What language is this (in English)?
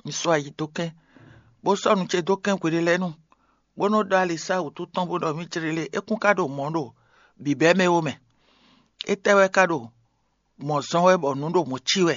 Fon